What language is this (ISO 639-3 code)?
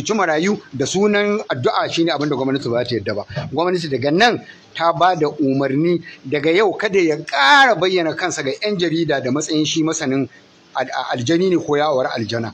hau